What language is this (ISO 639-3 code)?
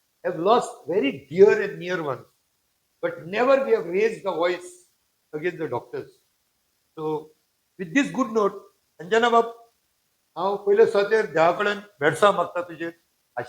kok